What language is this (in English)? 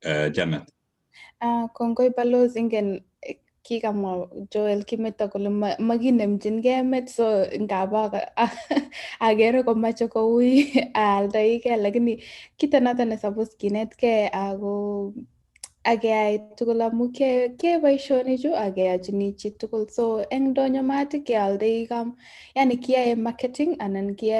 Kalenjin